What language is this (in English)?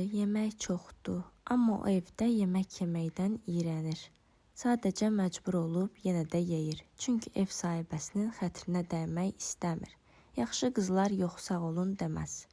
Azerbaijani